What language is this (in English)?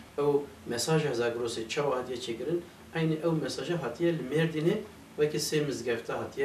Kurdish